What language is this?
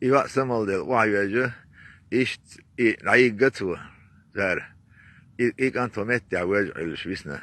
Chechen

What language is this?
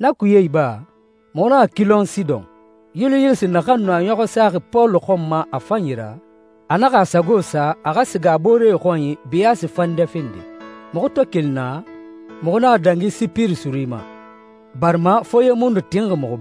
Susu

